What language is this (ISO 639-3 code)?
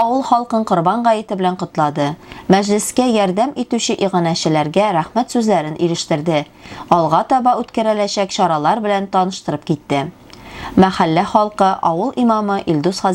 tat